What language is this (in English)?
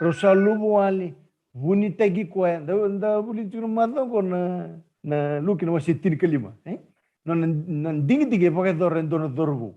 Fijian